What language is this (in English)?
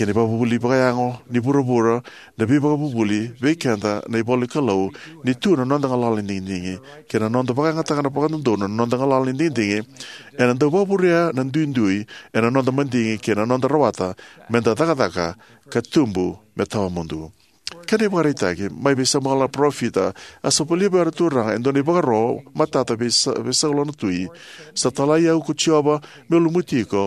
Fijian